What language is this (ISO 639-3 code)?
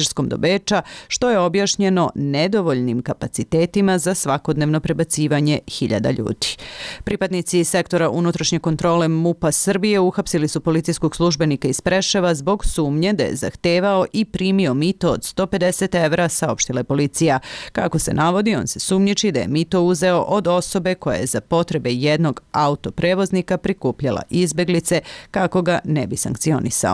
srp